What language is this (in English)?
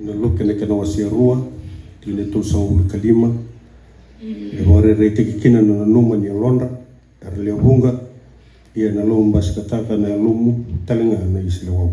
Fijian